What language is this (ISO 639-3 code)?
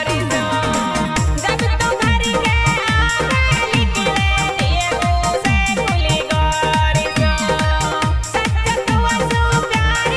bho